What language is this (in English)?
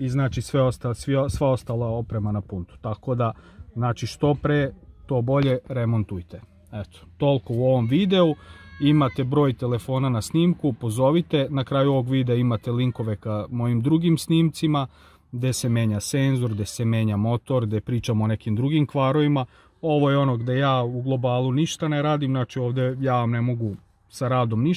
Serbian